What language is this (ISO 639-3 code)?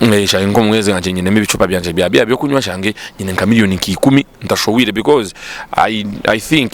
nyn